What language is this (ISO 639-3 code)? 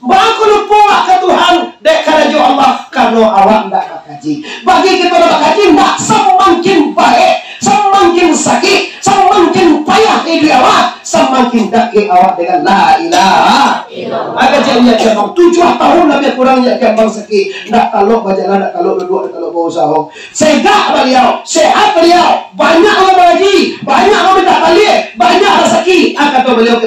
min